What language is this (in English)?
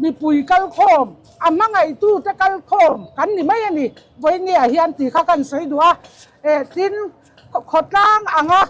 Mizo